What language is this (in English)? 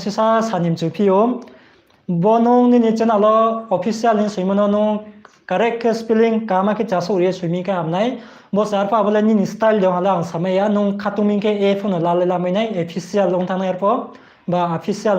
Riang (India)